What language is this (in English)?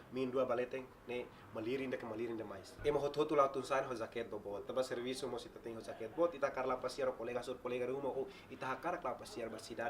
Tetum